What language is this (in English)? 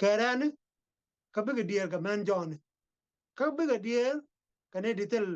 Nuer